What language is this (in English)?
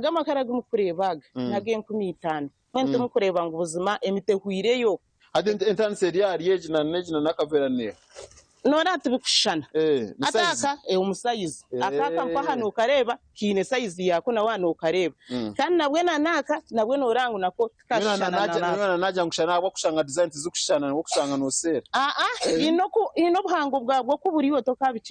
Nyankole